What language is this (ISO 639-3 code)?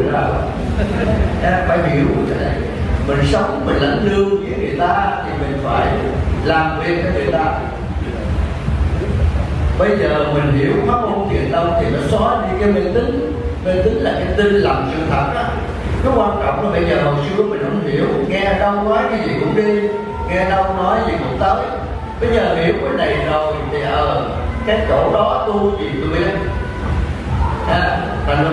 vie